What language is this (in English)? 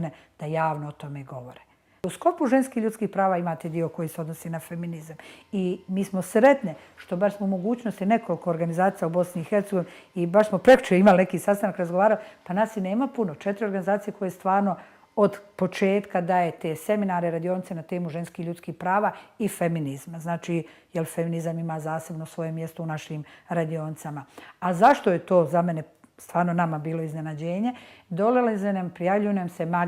Bosnian